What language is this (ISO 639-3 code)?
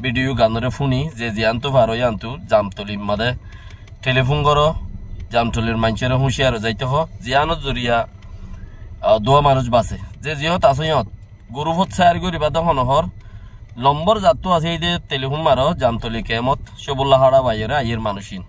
rhg